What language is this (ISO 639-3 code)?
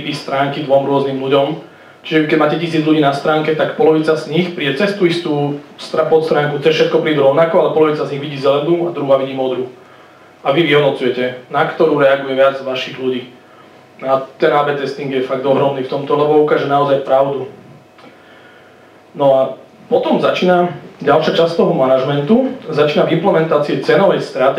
slk